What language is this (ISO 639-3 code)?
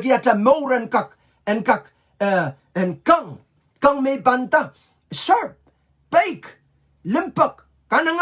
pon